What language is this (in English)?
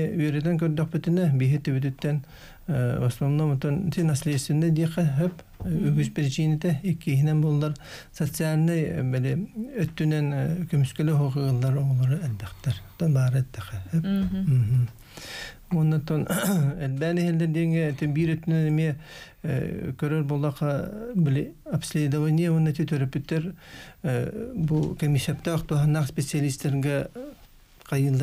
Yakut